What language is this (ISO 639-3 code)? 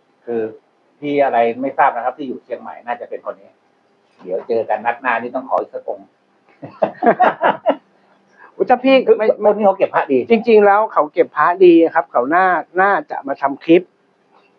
tha